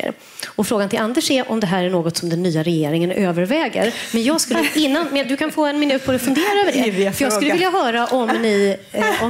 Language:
Swedish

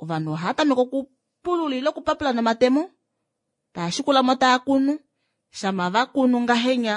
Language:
Kuanyama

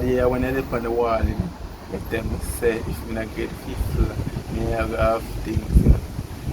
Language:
Jamaican Creole English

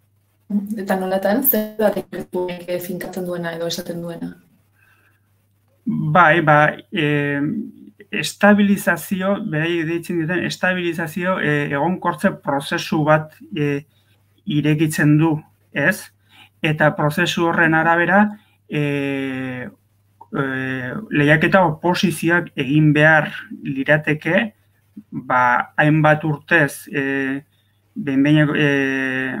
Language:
Basque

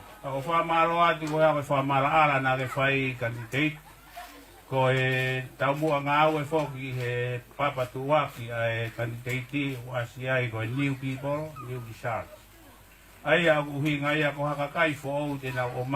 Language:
Tongan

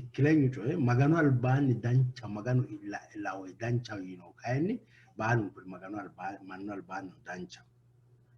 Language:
Sidamo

